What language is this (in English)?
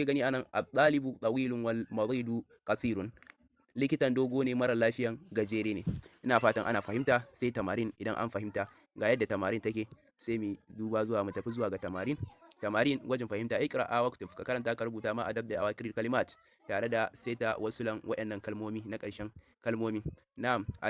Hausa